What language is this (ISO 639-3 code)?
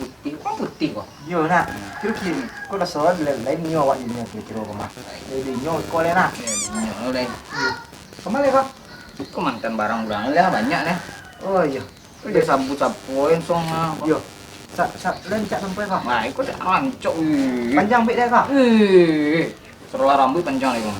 min